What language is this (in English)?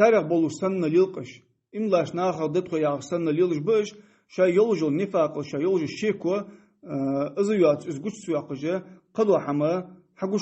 Ingush